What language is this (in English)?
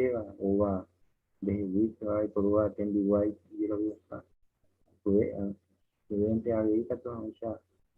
Guarani